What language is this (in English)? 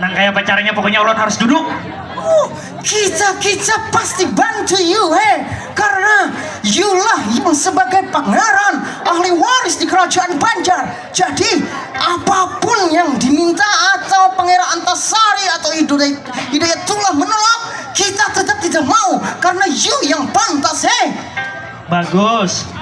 Banjar